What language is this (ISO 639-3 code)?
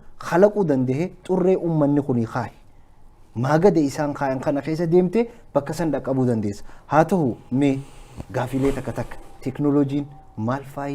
orm